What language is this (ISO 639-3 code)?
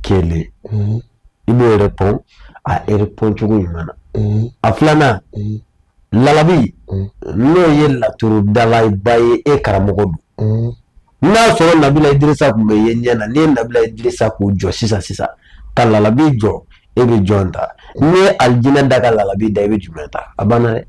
bam